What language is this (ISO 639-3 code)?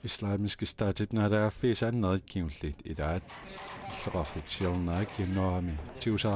kal